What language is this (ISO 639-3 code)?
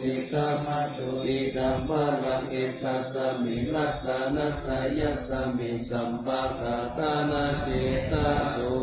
pli